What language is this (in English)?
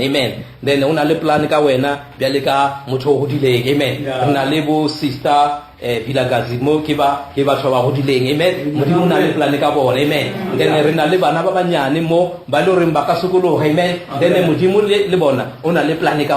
Northern Sotho